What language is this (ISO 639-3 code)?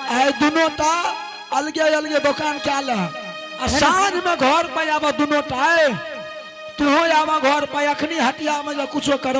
anp